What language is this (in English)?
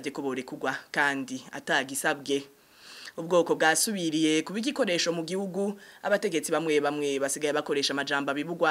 Rundi